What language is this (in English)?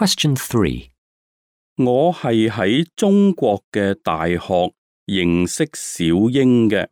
Cantonese